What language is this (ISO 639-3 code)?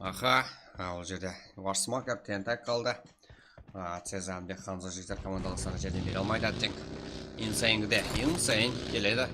kaa